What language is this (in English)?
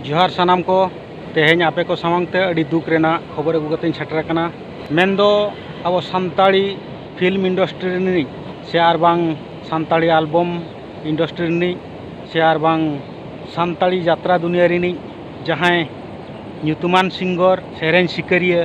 Santali